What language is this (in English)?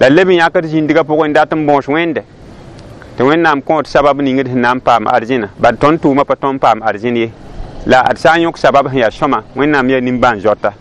Mossi